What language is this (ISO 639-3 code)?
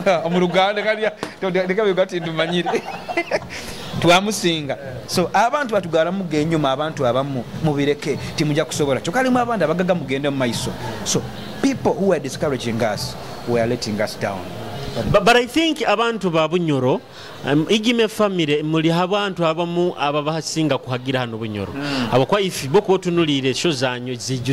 nyo